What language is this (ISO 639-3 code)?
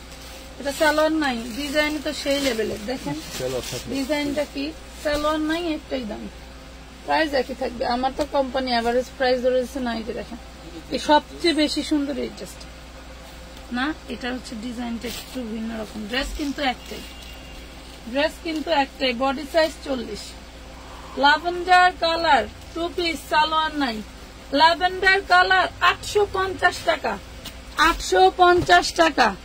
ben